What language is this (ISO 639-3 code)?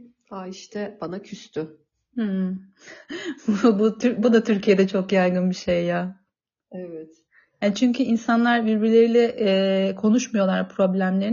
tur